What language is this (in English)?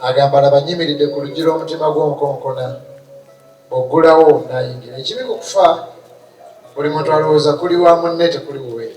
Ganda